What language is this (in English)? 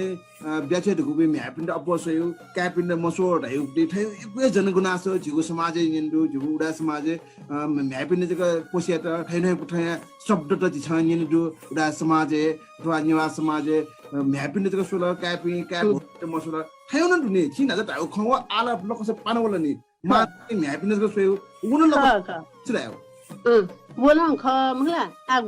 Newari